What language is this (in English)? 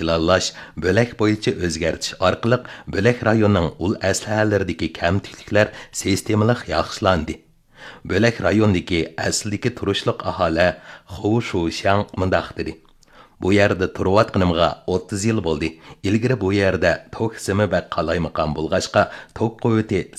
Uyghur